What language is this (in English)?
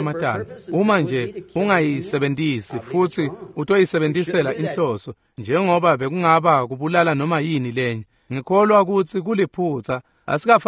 Swati